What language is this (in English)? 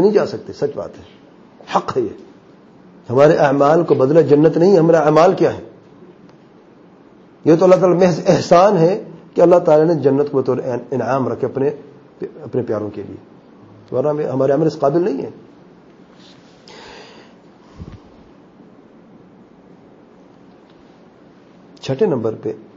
Urdu